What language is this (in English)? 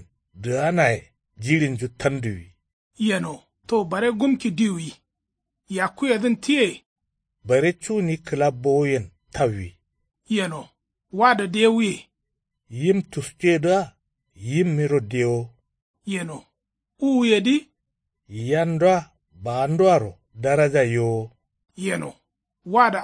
Kanuri